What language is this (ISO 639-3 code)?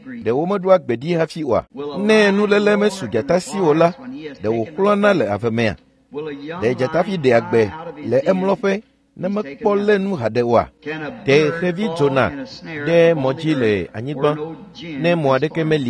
ewe